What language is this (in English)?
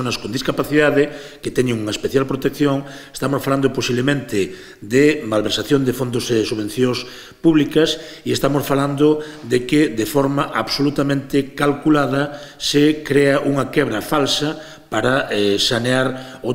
Galician